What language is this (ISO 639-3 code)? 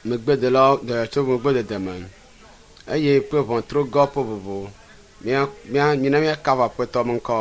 ewe